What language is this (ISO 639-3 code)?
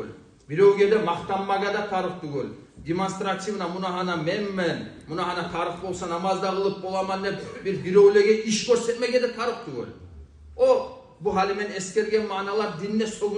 kum